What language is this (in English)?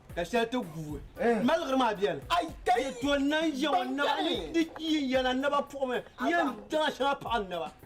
Dagbani